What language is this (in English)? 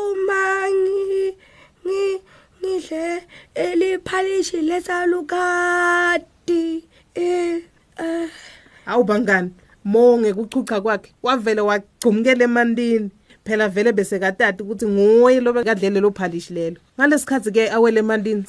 Swati